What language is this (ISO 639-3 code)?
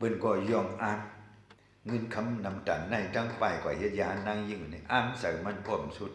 shn